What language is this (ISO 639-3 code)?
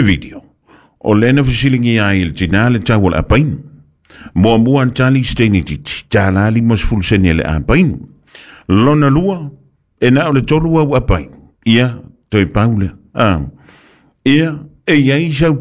smo